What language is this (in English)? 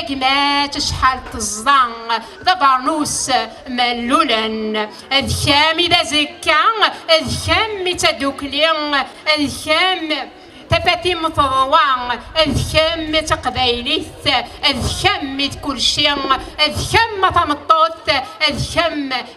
Kabyle